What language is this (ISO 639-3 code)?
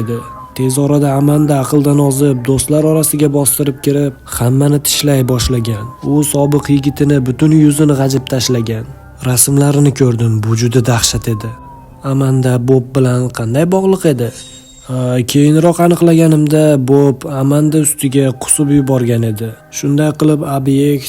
uzb